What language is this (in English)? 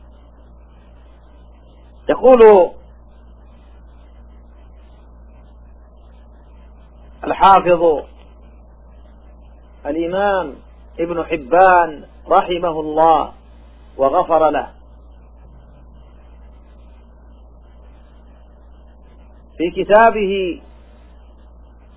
Arabic